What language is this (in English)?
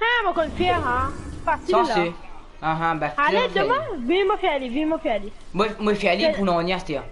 Morisyen